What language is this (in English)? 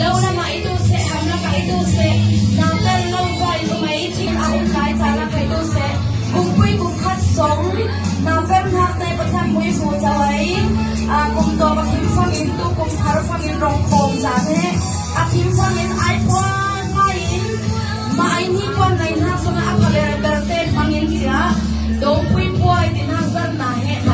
Falam Chin